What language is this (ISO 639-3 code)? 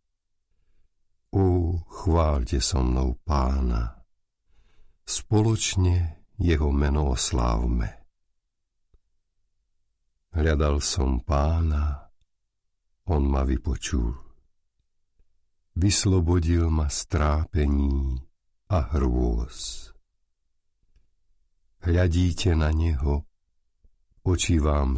slk